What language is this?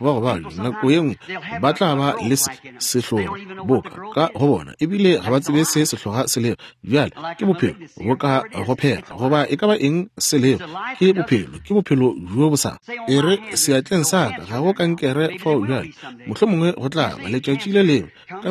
Northern Sotho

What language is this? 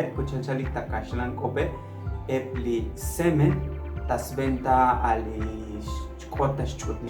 Tzotzil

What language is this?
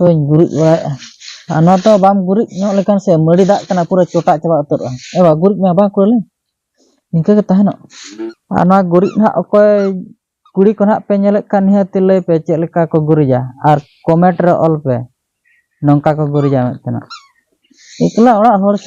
Santali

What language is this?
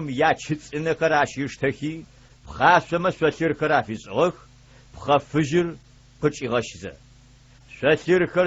Adyghe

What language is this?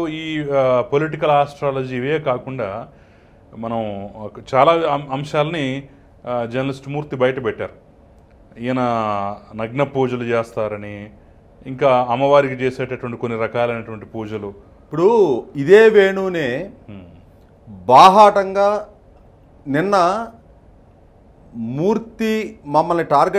Telugu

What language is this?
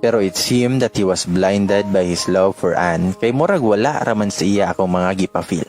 Cebuano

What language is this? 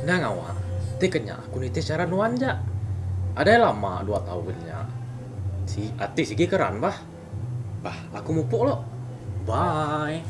Iban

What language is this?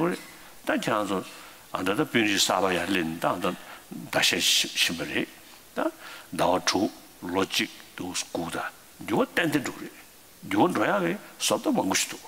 Tibetan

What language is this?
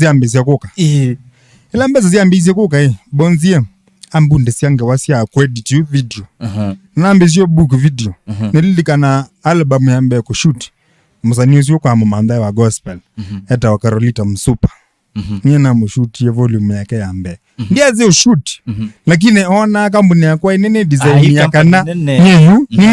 Kamba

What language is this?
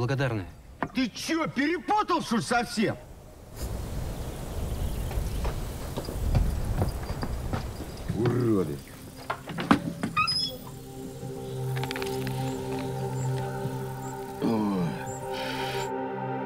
Russian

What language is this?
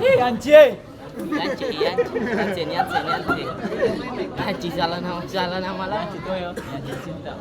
Ambonese Malay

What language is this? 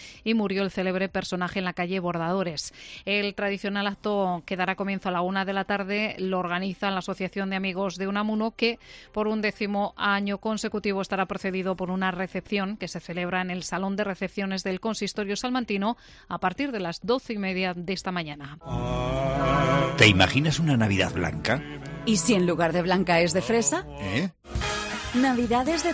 Spanish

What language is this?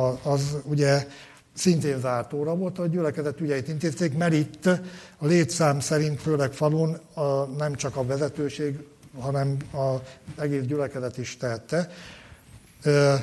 Hungarian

